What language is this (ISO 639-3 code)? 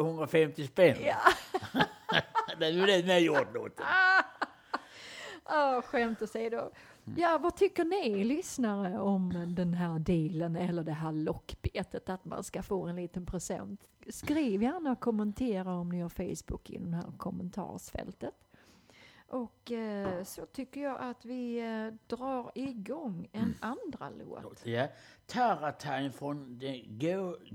swe